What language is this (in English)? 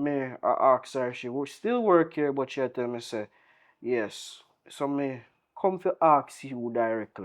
Jamaican Creole English